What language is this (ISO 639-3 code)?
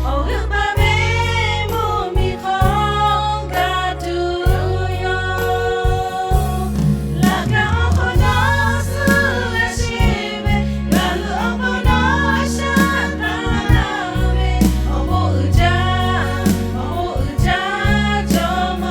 lhu